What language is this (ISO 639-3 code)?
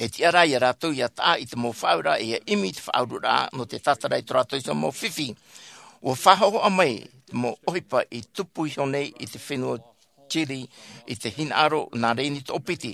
tah